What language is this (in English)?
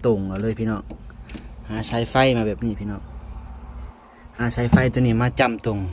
Lao